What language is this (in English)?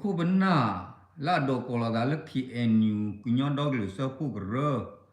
S'gaw Karen